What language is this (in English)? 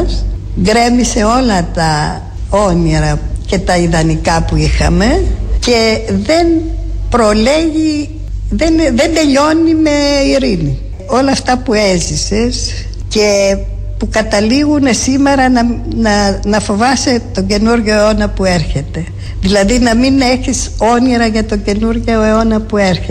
Greek